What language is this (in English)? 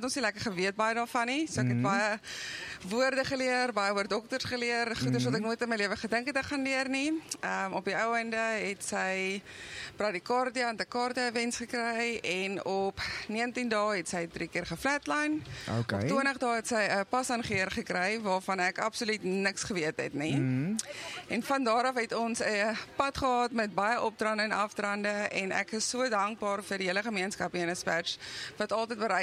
Afrikaans